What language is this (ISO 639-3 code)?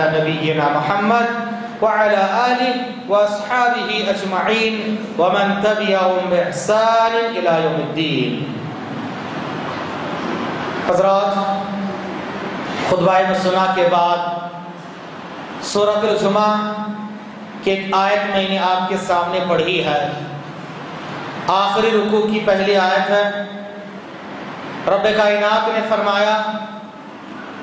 urd